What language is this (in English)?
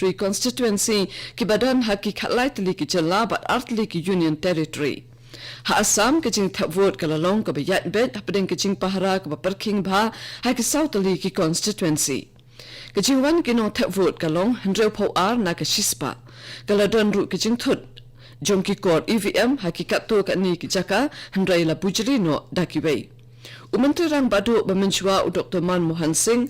Khasi